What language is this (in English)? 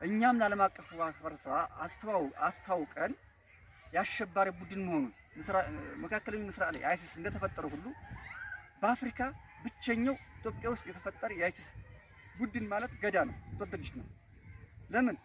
Amharic